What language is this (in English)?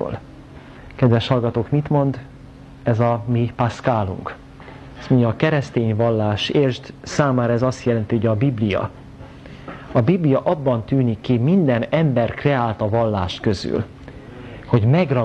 Hungarian